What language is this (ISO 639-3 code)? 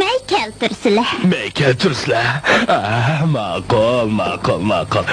uig